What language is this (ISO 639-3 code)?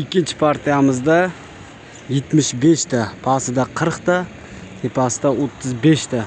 uzb